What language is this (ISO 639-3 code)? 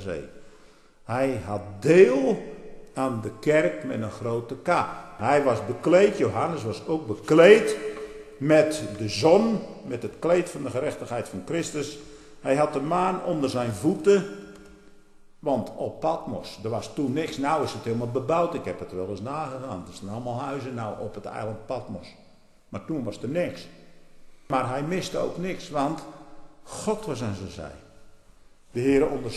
nld